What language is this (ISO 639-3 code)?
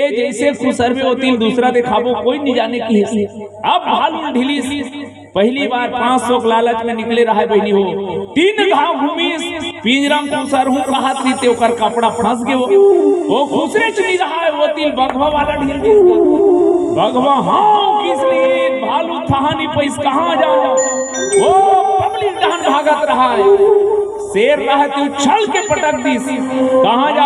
hne